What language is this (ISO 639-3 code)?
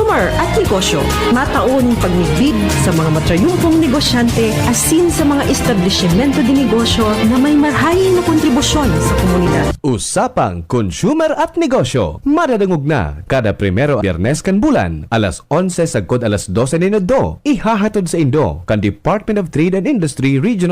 bik